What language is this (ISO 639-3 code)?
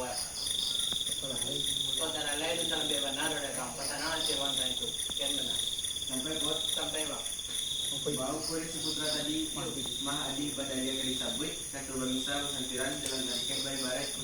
min